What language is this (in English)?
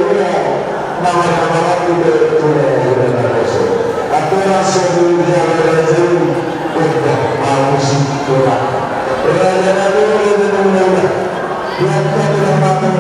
Batak Toba